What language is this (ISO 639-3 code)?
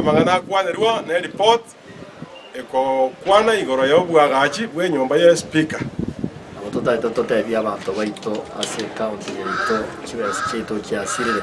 guz